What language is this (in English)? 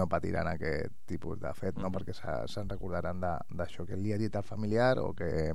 Catalan